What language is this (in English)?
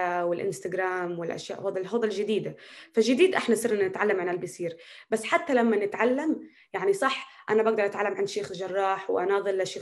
North Levantine Arabic